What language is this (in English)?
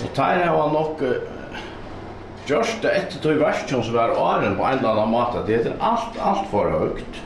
Faroese